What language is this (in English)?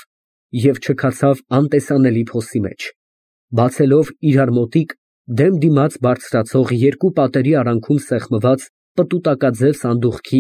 Armenian